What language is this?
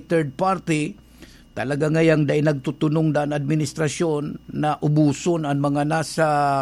Bikol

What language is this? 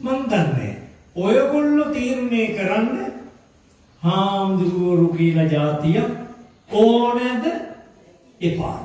Sinhala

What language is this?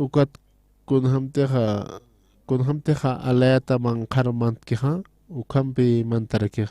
Aymara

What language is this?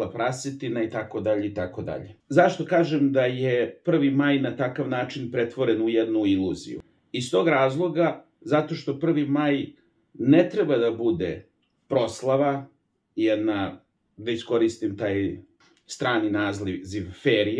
Serbian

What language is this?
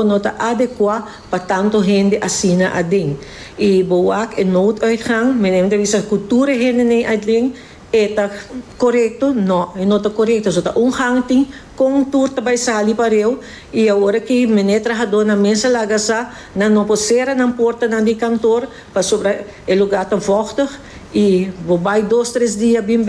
Papiamento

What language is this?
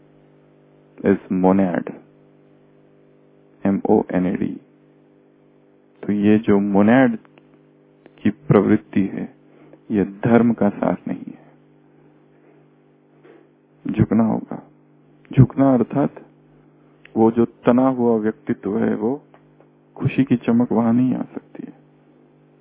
Hindi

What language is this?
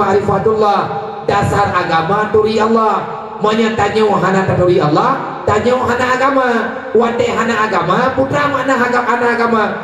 Achinese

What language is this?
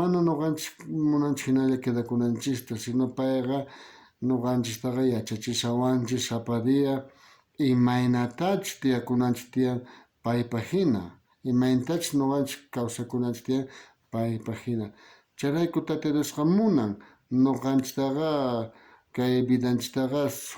South Bolivian Quechua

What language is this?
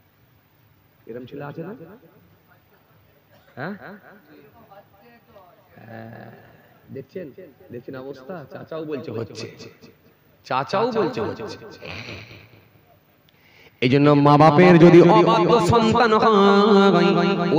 Bangla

